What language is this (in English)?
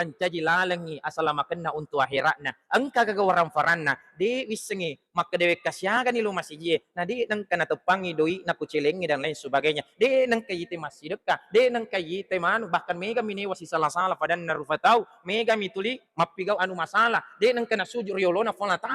Buginese